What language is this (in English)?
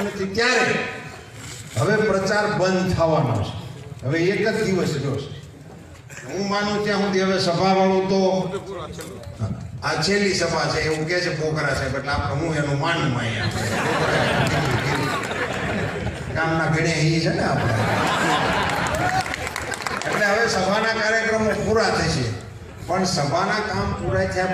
Gujarati